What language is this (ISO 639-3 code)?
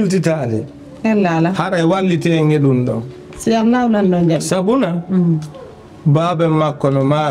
ful